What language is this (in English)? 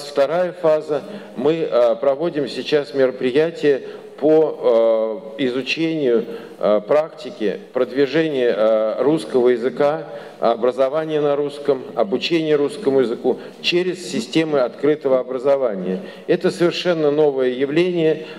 Russian